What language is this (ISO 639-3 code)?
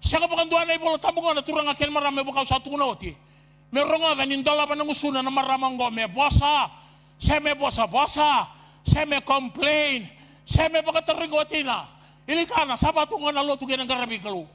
fij